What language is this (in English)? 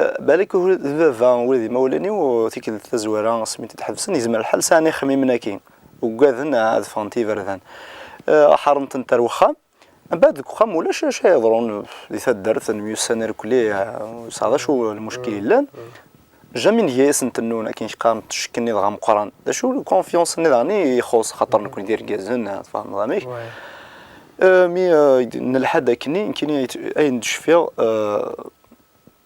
Kabyle